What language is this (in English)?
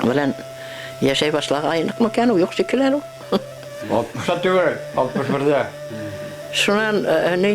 Bashkir